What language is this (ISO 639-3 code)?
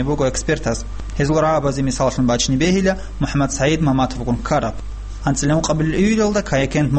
ava